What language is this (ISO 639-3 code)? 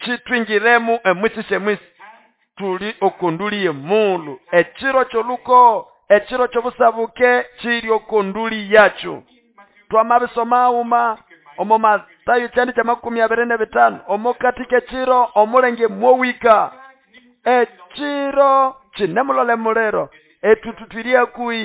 nnb